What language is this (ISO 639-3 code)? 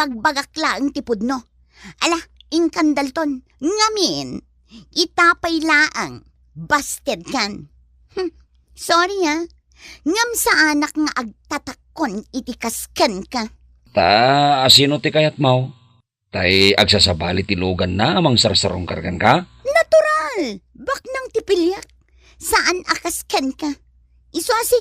ilo